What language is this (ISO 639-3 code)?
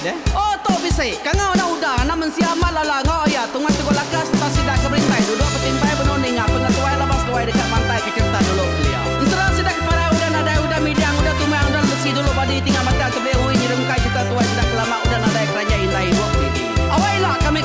iba